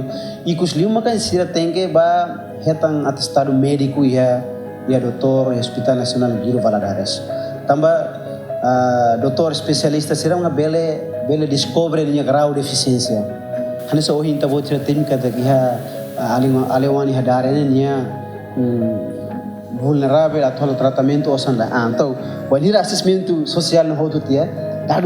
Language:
Tetum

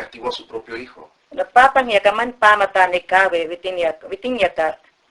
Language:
Mayangna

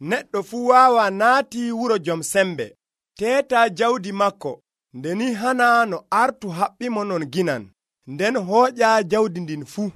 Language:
Nigerian Fulfulde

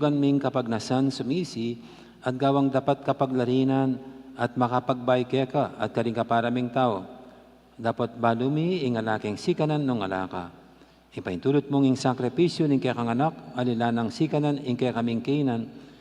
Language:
Pampanga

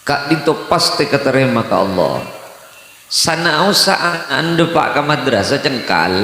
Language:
Madurese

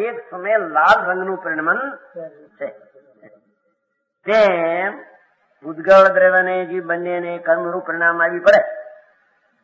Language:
Gujarati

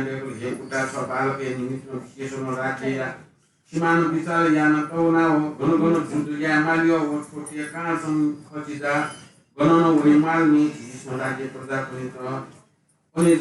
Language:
Newari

